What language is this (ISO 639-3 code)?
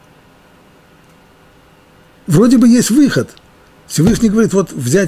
rus